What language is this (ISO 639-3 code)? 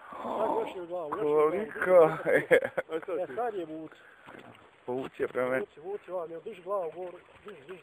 bos